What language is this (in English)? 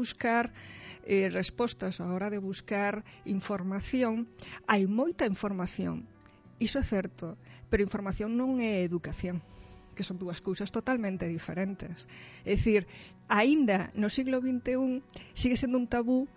Galician